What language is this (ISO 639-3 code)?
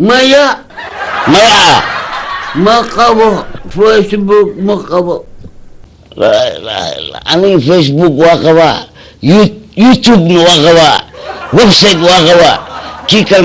som